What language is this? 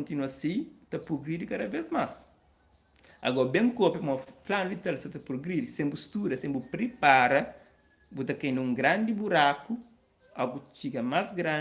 Kabuverdianu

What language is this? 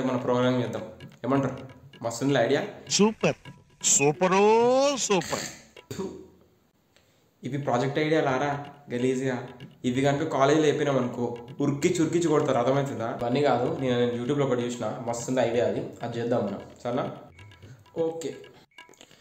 Telugu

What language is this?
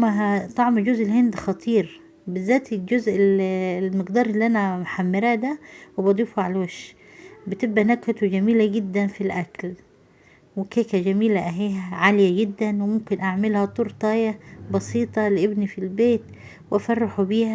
Egyptian Arabic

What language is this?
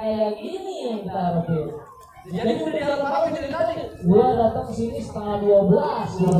Betawi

